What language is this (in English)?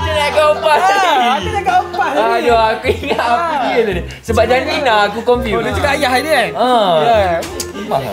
Malay